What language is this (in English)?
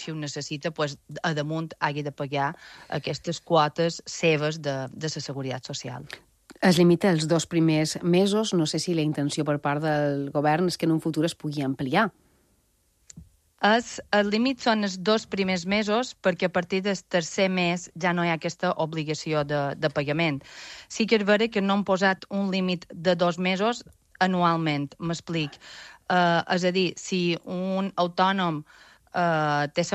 Catalan